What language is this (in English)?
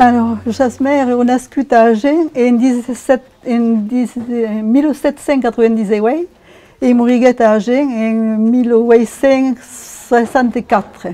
Occitan